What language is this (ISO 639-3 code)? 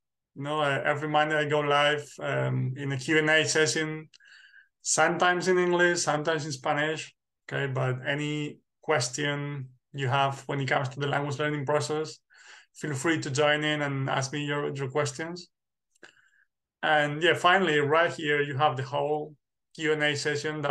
eng